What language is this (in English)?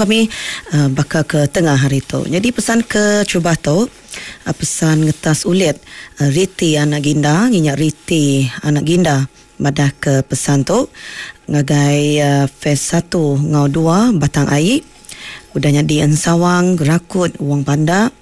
Iban